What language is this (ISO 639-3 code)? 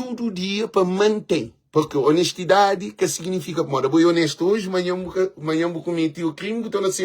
kea